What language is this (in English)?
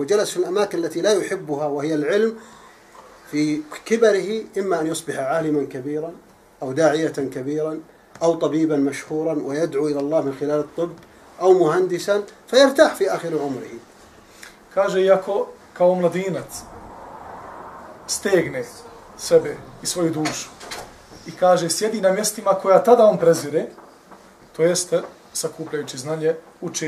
Bosnian